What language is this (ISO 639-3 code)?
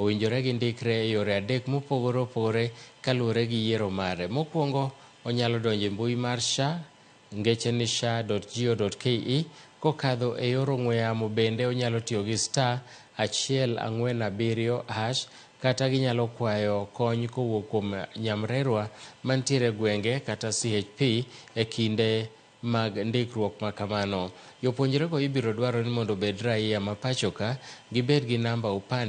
luo